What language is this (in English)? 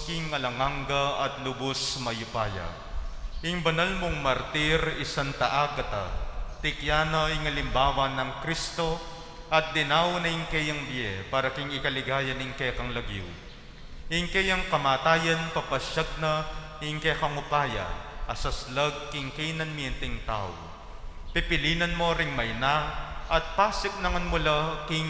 Pampanga